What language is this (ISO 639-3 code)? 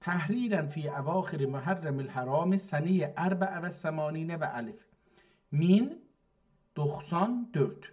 azb